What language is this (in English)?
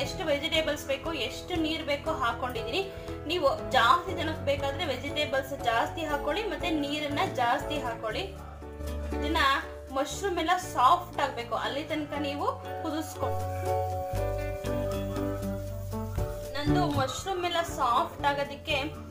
Kannada